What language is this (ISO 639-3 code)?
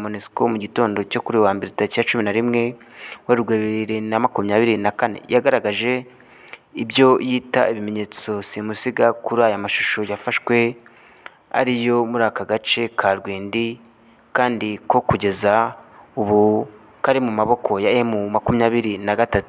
kin